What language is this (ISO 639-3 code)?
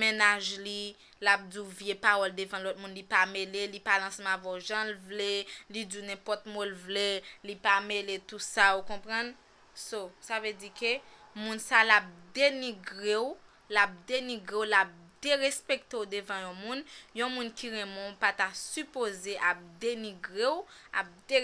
hat